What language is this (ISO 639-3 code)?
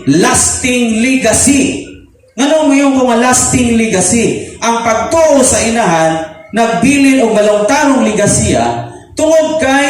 ceb